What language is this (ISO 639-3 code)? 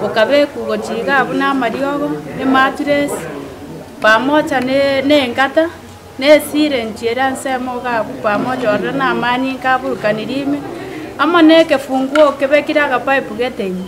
guz